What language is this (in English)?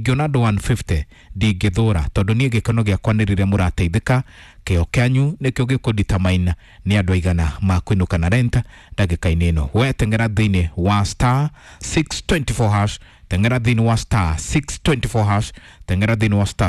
Kikuyu